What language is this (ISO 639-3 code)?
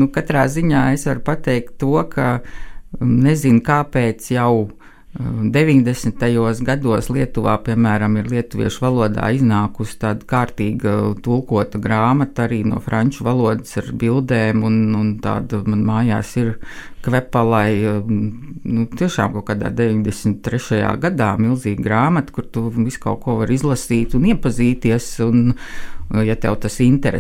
lav